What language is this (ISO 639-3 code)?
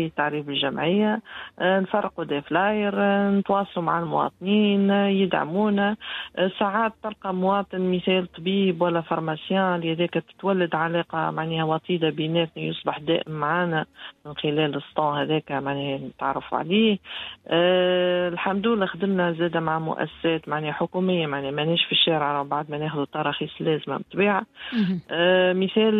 aeb